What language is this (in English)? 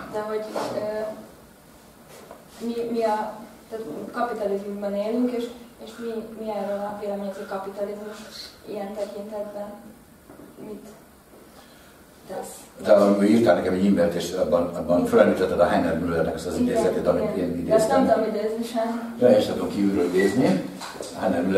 Hungarian